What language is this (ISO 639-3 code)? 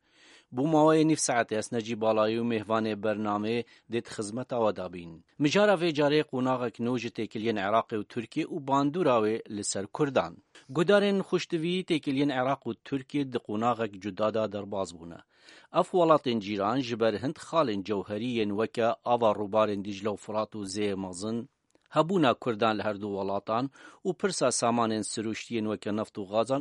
kur